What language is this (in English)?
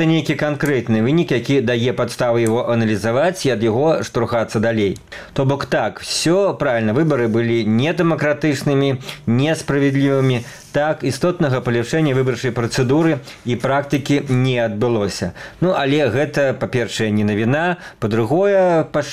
Belarusian